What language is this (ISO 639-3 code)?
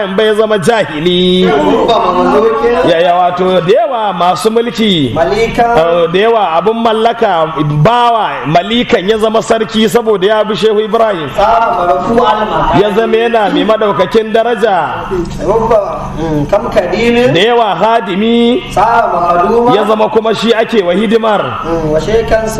hau